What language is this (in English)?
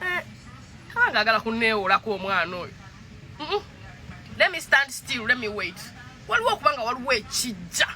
Ganda